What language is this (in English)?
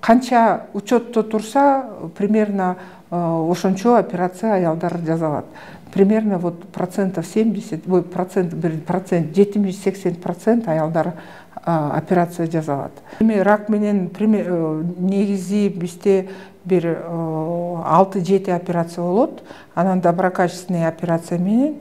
Kyrgyz